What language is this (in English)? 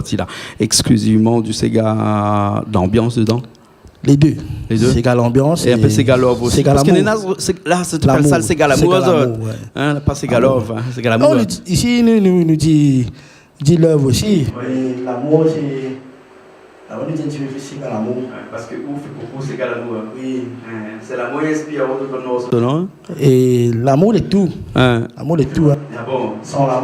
Réunion Creole French